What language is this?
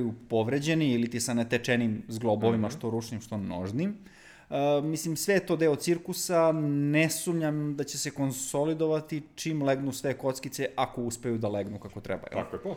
Serbian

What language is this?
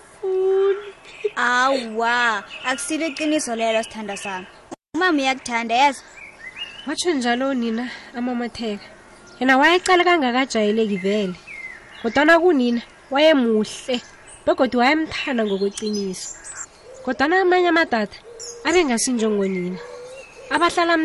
South Ndebele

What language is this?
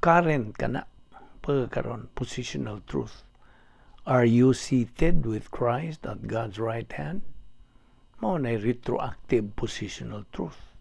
Cebuano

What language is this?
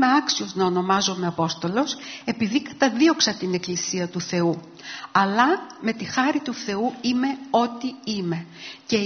Greek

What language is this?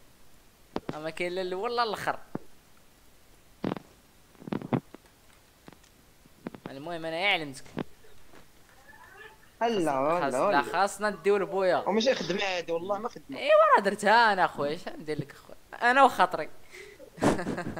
Moroccan Arabic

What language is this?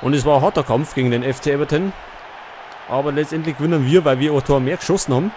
Bavarian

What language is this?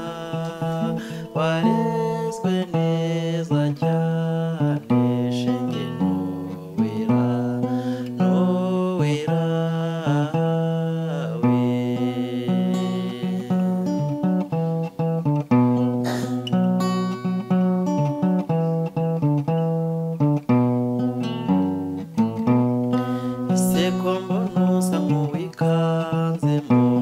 Kinyarwanda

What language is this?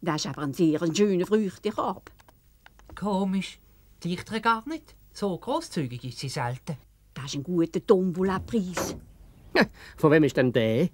Swiss German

